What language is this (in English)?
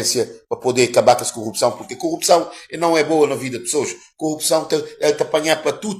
Kabuverdianu